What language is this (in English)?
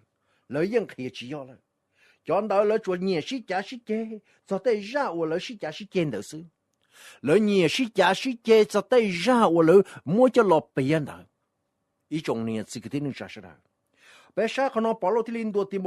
Hmong